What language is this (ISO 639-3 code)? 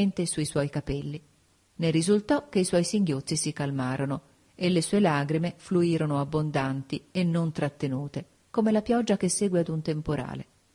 ita